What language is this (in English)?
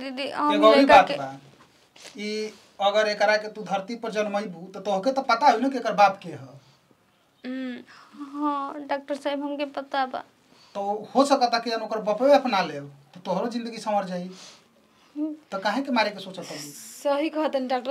Bhojpuri